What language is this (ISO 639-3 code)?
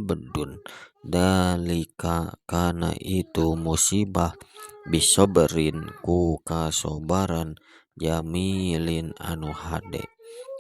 sun